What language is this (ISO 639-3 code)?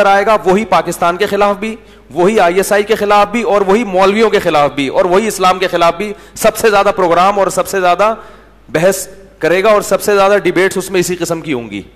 urd